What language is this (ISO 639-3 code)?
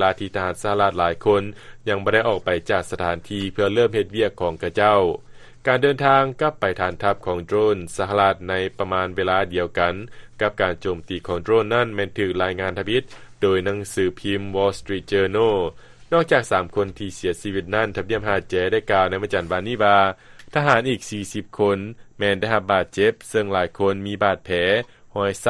lao